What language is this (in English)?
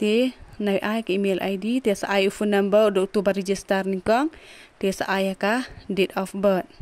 Khasi